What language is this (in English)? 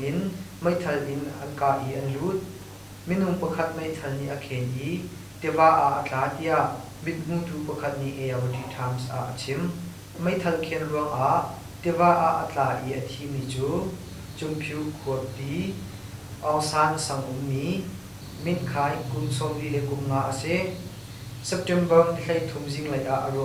Hakha Chin